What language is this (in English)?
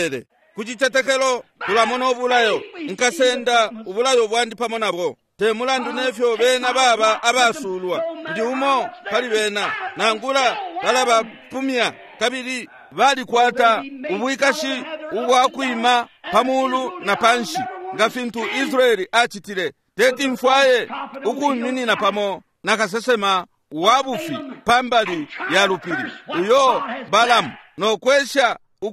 Bemba